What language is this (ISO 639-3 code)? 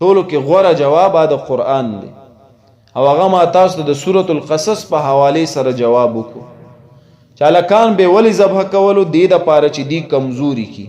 pus